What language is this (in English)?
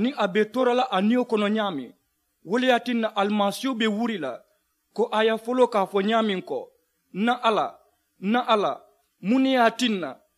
Mandingo